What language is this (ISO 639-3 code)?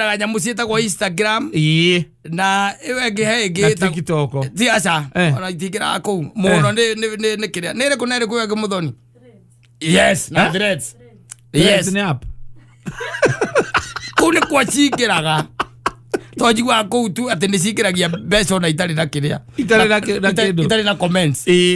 kik